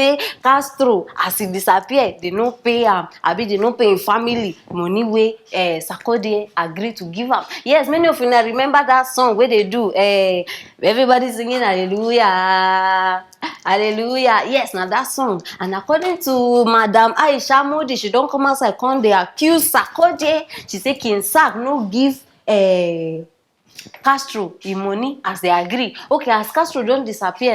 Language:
Nigerian Pidgin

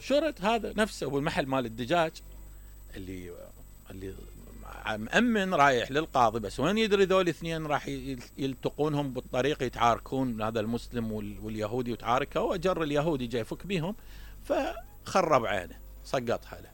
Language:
Mesopotamian Arabic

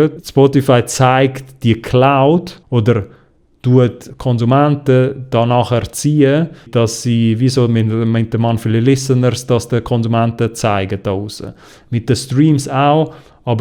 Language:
Swiss German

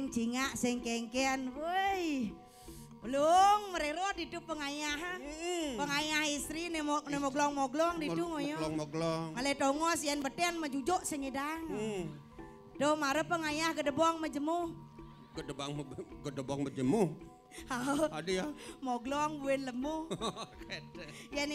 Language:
Balinese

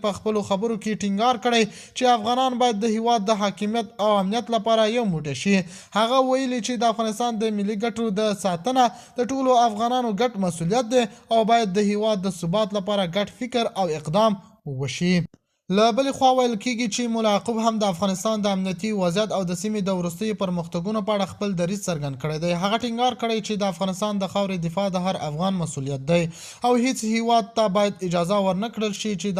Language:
Pashto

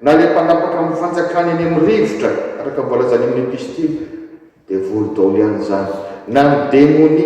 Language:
Malagasy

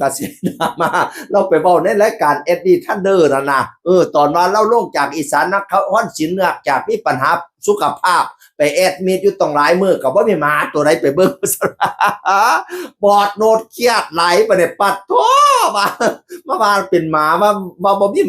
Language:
Northeastern Thai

